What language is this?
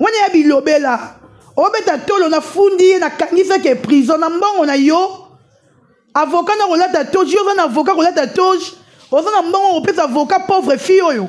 Lingala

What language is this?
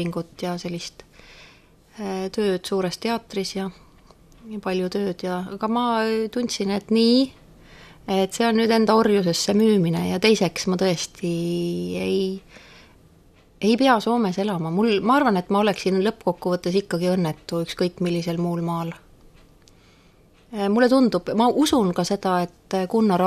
Estonian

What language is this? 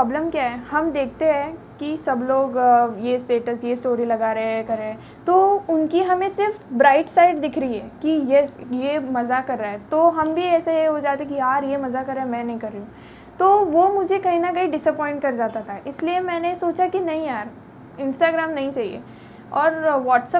Hindi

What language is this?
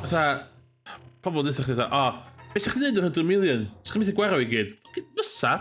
Welsh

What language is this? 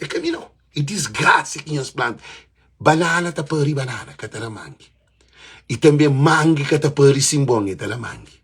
Kabuverdianu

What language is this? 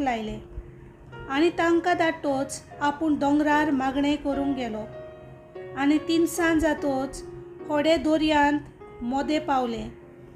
Konkani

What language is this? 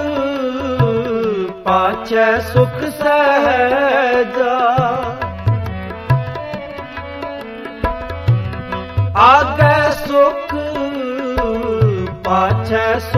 Punjabi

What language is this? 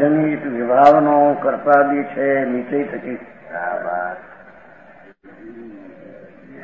Gujarati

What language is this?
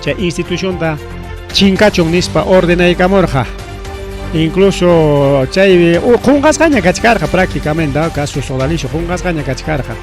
Ayacucho Quechua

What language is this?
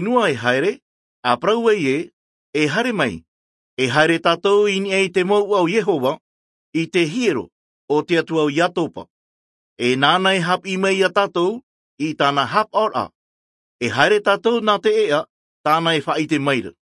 Tahitian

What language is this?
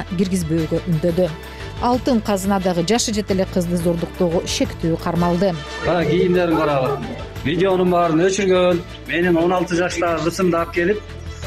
Kyrgyz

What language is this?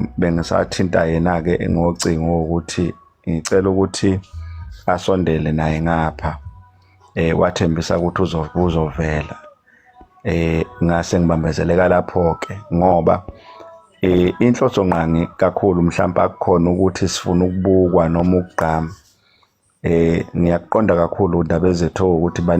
Zulu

